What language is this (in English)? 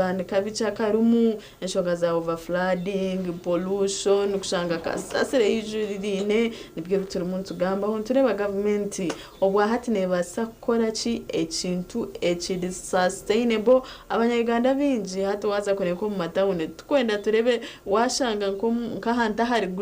Nyankole